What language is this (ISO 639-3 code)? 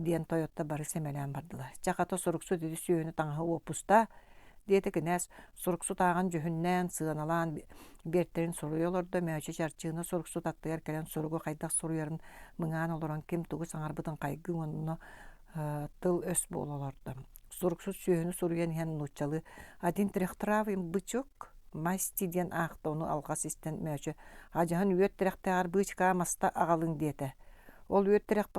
sah